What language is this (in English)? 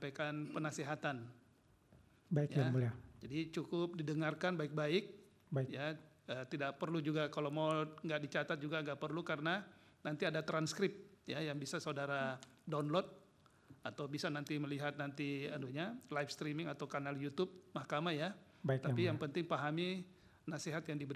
Indonesian